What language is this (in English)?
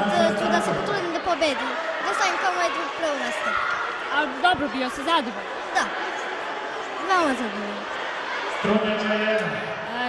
Serbian